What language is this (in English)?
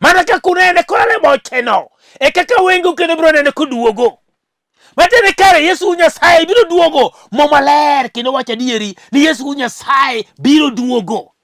Luo (Kenya and Tanzania)